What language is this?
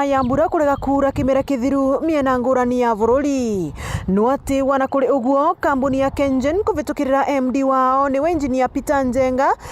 Meru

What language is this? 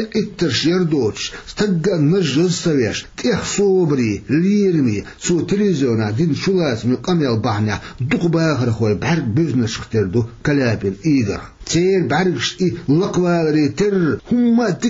Chechen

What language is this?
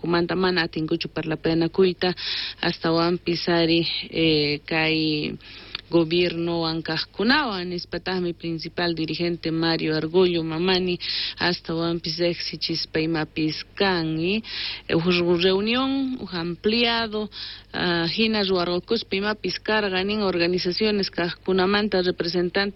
South Bolivian Quechua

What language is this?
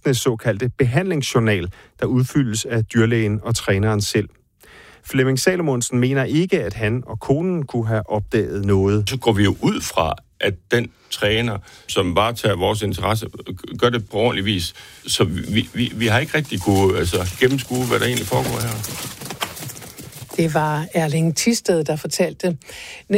Danish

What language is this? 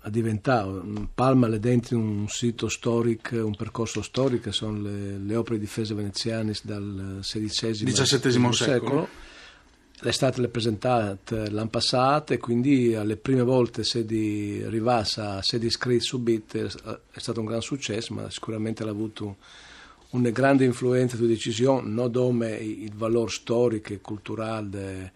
Friulian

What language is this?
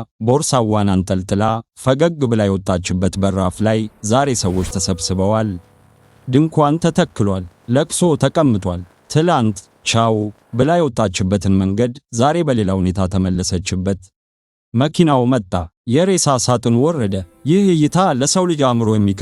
Amharic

